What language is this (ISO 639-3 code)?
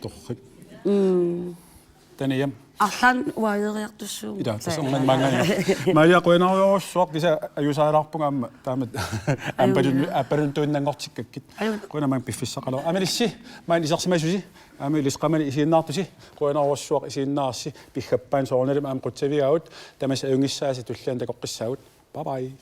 kal